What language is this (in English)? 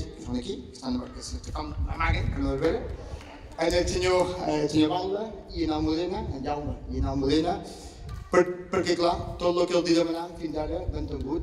Catalan